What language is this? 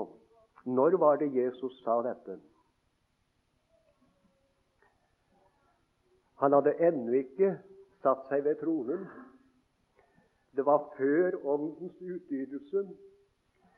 Norwegian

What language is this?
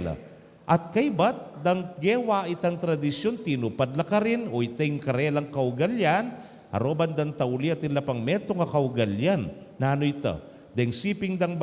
Pampanga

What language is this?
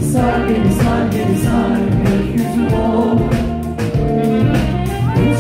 Turkish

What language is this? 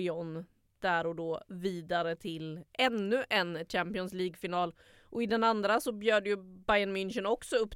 Swedish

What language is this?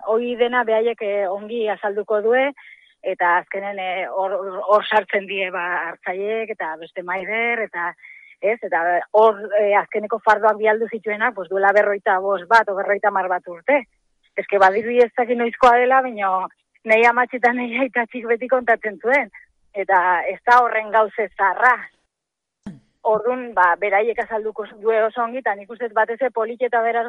Basque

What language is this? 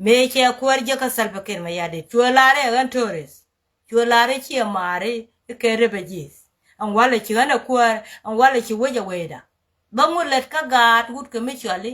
Nuer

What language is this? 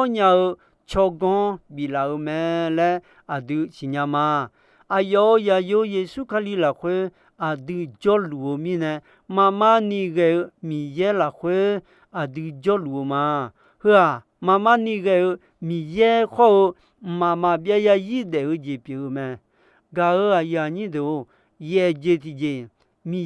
Akha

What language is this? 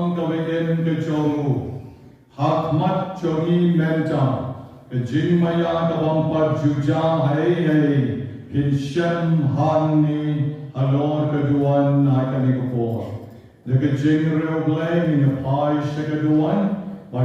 Khasi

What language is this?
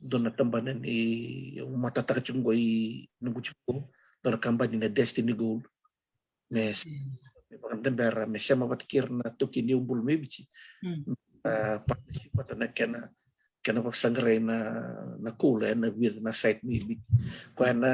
Fijian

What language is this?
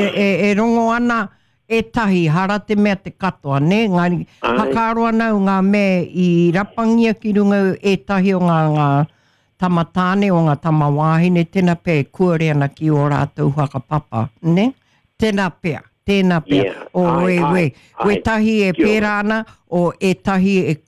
Māori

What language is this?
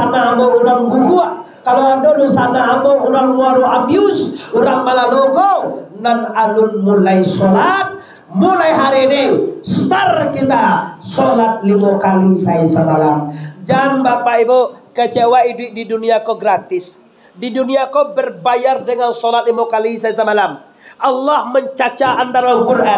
Minangkabau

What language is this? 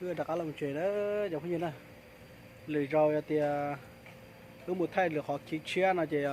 Hmong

